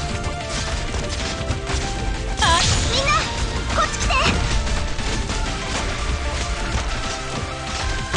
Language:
Japanese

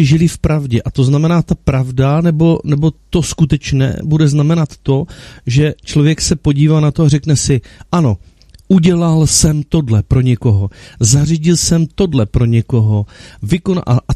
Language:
Czech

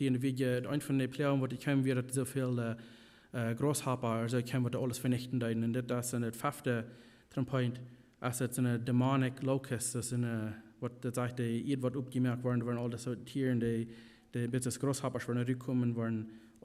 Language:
Plautdietsch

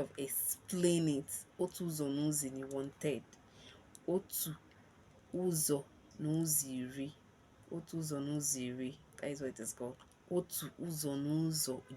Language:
Igbo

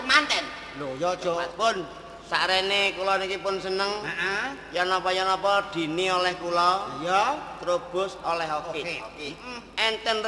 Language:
Javanese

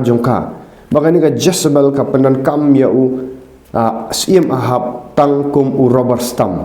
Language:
Khasi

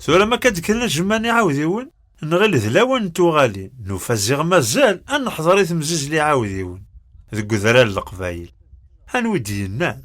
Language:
Kabyle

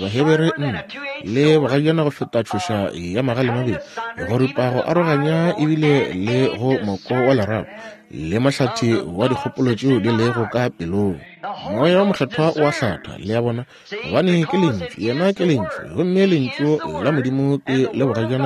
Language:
Northern Sotho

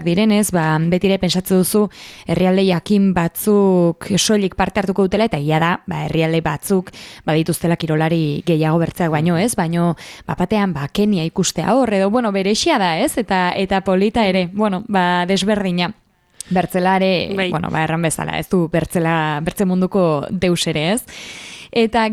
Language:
Basque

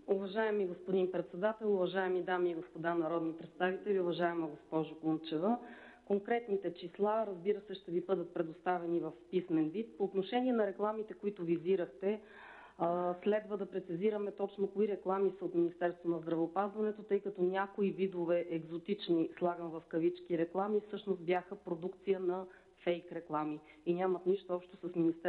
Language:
Bulgarian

